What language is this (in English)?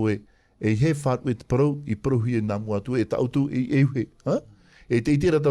Tahitian